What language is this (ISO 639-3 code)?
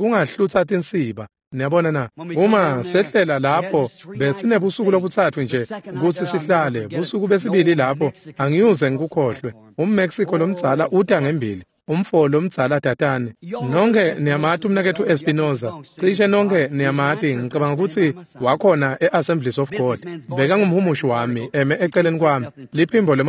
ssw